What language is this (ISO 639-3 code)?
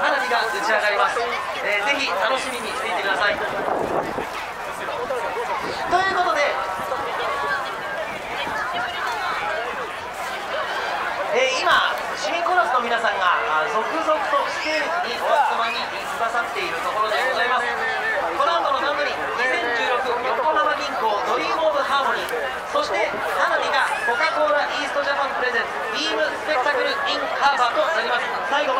jpn